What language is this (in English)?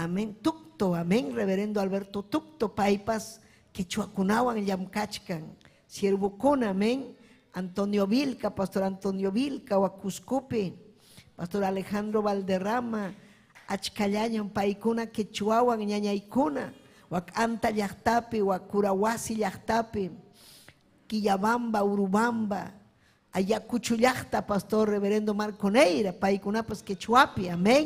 Ayacucho Quechua